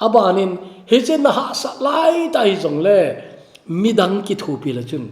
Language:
Thado Chin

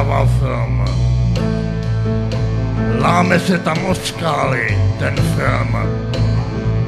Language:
Czech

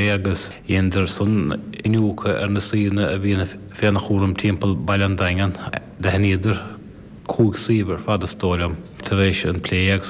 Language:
Irish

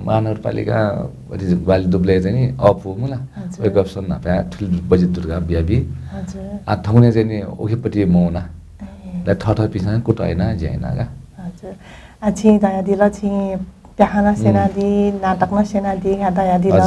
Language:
Newari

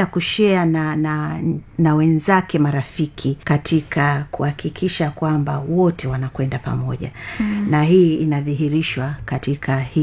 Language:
Swahili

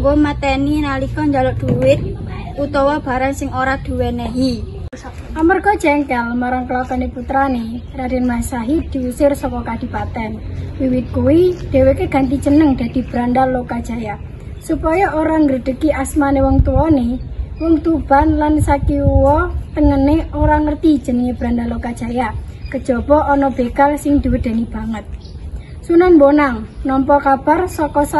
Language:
Javanese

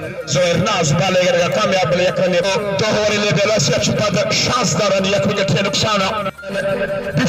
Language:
Baluchi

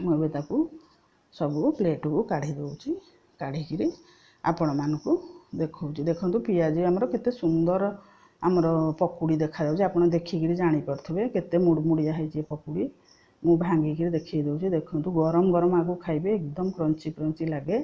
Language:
Odia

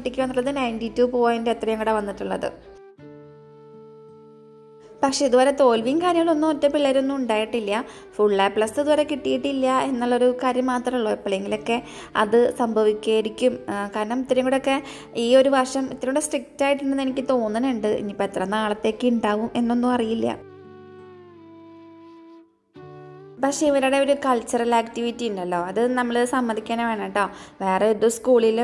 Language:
Malayalam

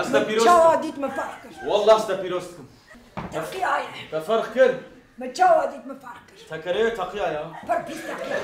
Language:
Kurdish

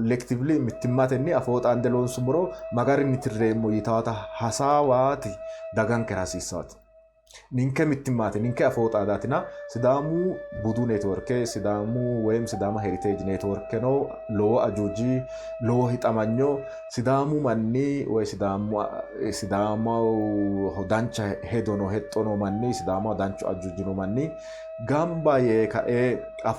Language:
Sidamo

